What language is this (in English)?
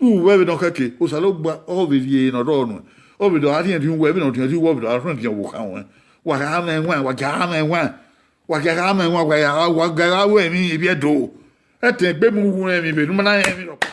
Bini